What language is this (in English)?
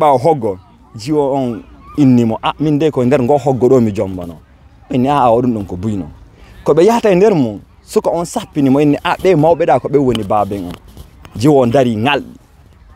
Fula